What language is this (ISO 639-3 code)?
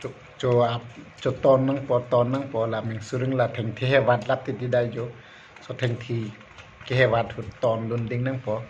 mjw